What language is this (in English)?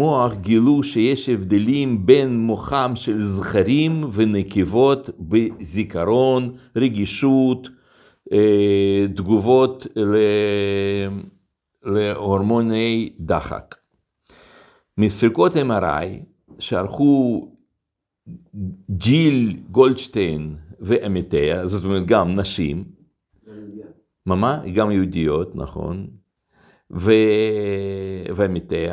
Hebrew